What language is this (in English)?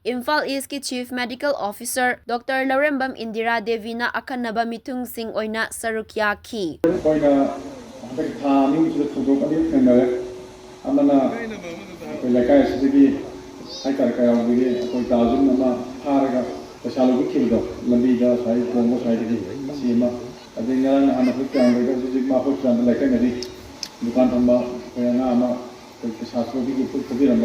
Manipuri